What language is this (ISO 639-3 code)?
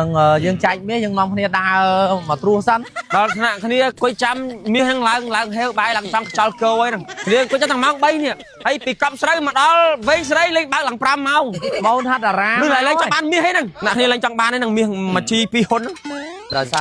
khm